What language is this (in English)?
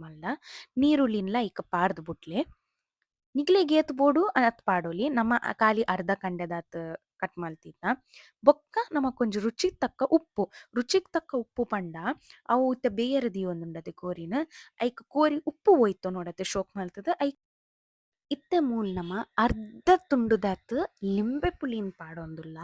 Tulu